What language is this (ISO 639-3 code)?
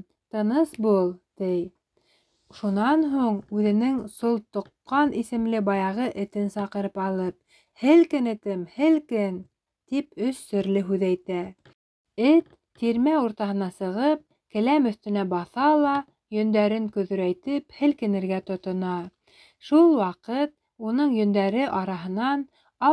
bak